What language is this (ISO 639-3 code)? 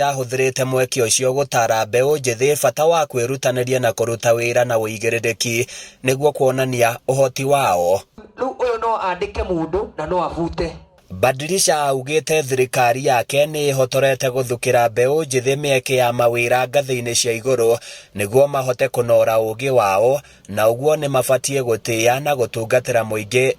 kik